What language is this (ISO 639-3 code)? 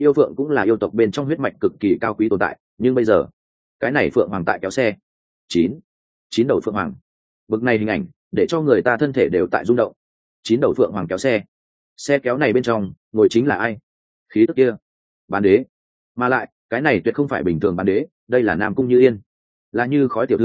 vie